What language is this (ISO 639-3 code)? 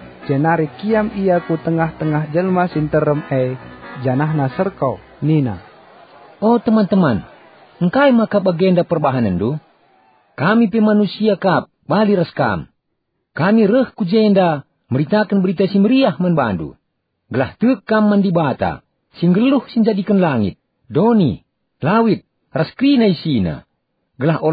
btx